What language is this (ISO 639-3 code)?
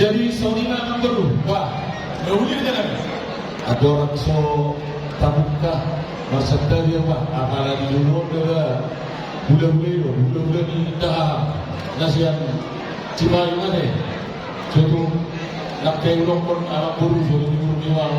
bbc